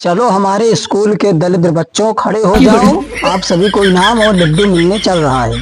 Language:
Awadhi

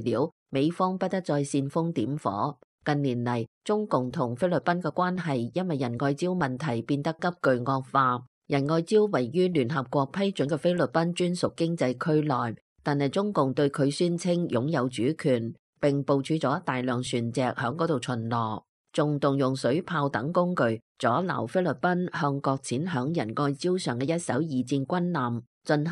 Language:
Cantonese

